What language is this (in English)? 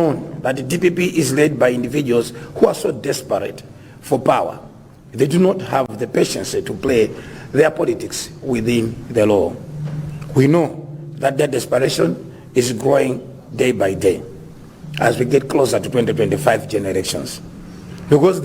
Nyanja